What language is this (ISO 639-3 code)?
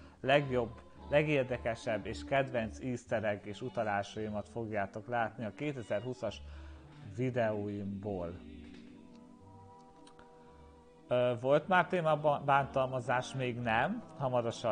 hun